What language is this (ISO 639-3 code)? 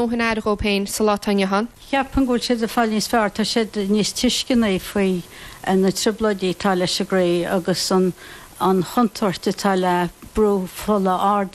gle